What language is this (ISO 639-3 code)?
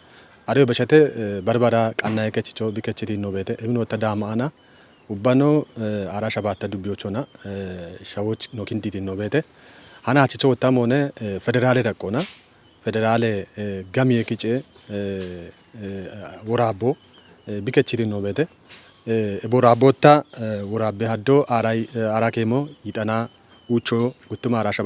kbr